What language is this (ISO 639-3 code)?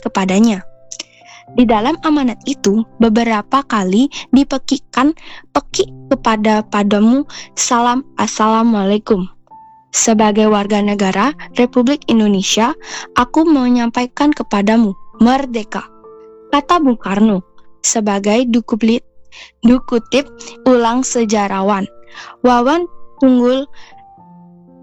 ind